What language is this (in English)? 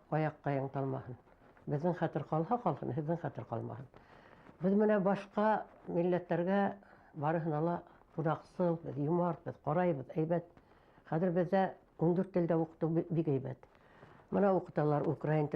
Bashkir